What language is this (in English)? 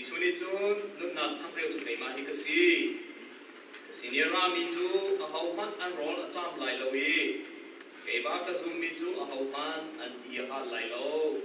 Hakha Chin